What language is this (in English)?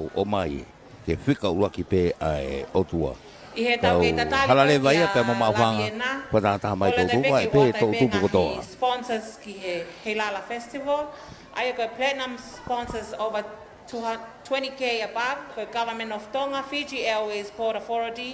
Tongan